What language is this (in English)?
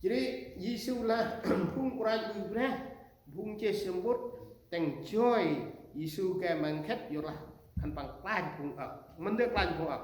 Central Mnong